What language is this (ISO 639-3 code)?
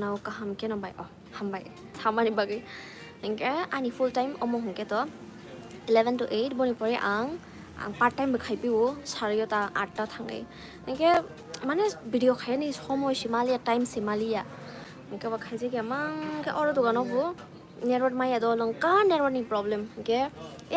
trp